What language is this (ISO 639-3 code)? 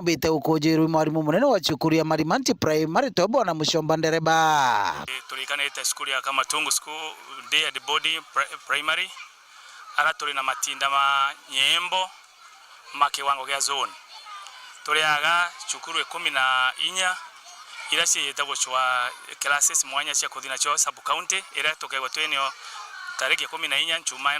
mer